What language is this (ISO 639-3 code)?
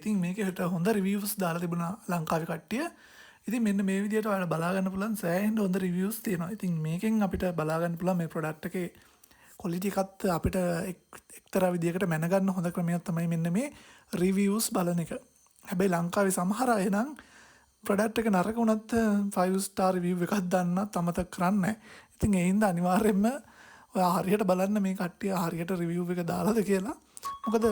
sin